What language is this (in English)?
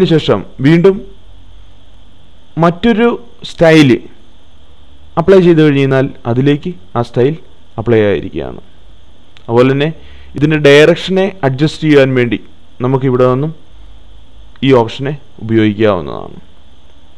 Malayalam